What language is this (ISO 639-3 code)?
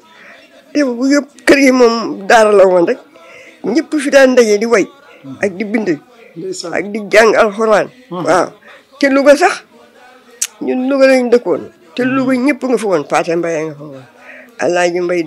wol